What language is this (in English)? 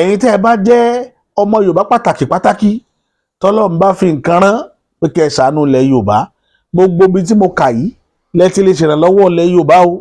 Yoruba